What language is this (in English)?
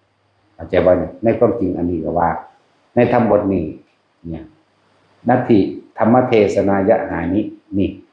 Northeastern Thai